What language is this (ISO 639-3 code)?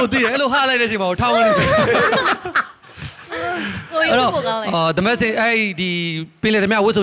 mya